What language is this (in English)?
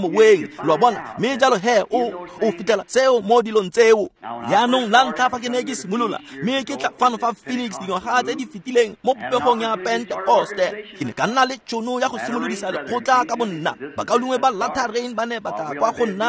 Tswana